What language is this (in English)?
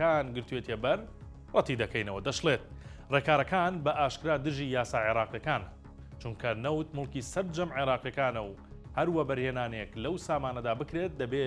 Central Kurdish